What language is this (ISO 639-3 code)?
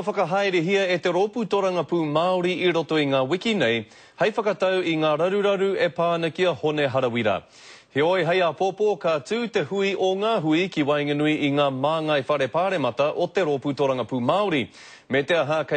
mri